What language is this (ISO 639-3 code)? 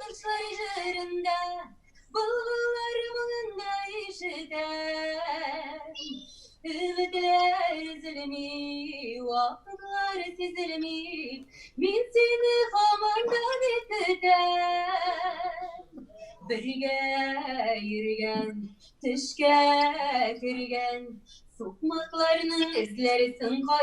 tat